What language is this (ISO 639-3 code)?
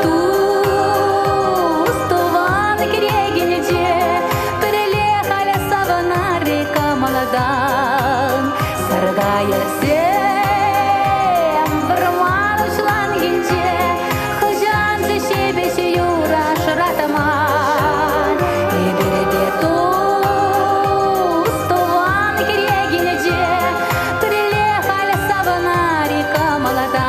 chv